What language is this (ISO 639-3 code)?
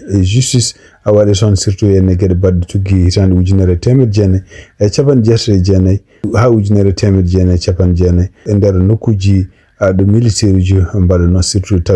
ful